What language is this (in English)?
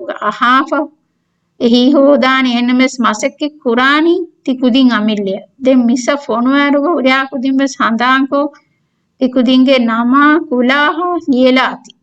Divehi